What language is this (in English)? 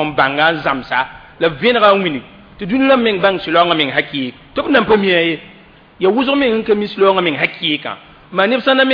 Mossi